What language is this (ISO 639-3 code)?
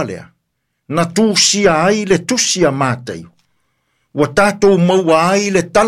smo